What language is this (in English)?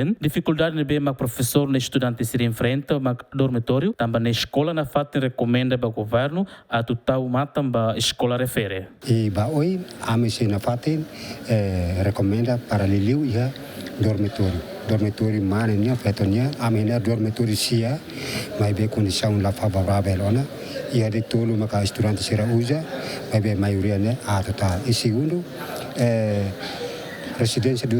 Tetum